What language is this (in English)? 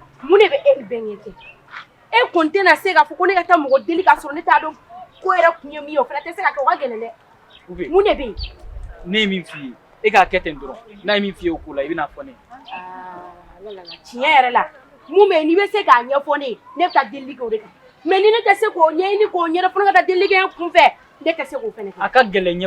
Bambara